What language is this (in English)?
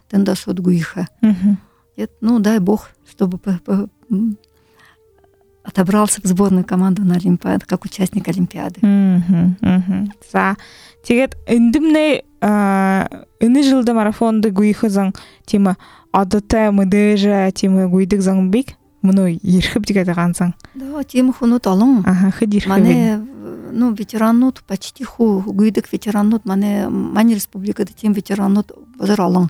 Buriat